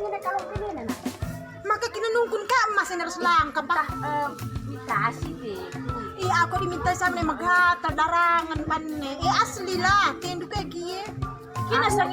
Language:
Batak Karo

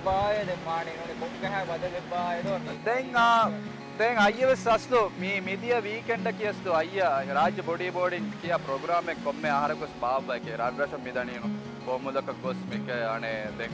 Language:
Divehi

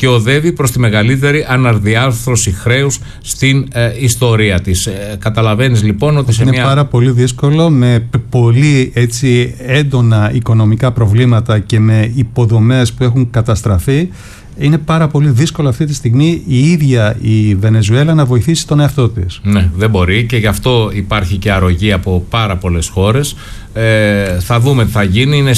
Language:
Greek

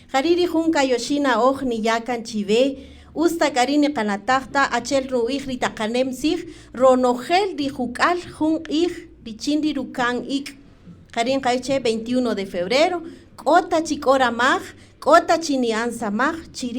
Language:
Kaqchikel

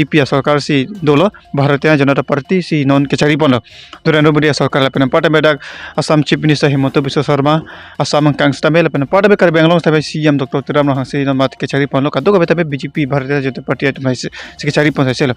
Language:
Karbi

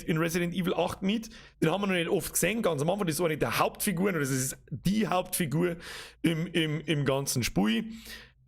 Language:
Bavarian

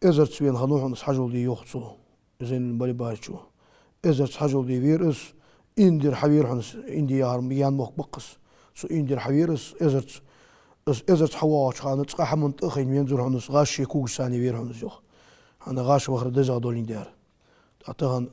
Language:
Ingush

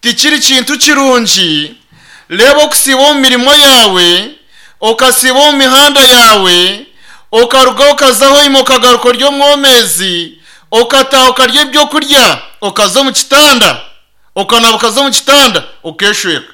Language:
Nyankole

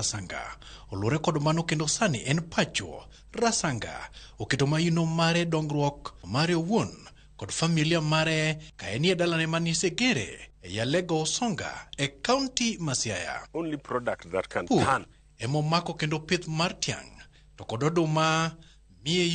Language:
Luo (Kenya and Tanzania)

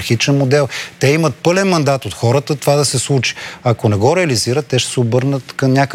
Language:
Bulgarian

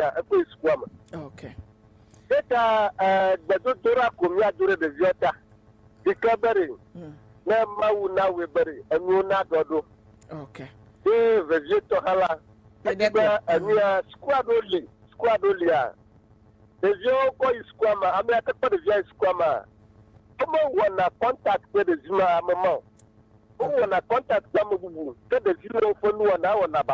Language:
Ewe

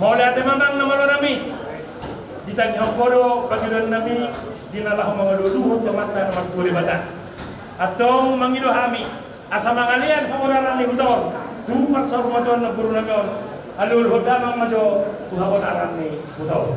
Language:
Batak Toba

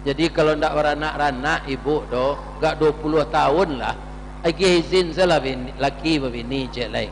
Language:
Minangkabau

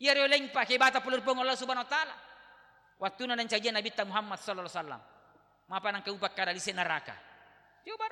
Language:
Buginese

